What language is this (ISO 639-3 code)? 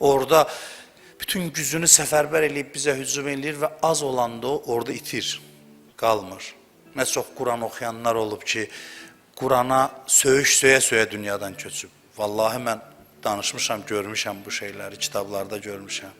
aze